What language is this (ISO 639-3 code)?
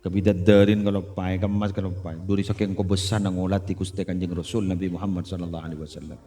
mad